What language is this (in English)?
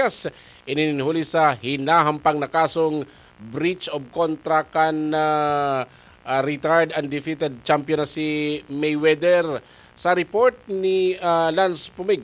Bikol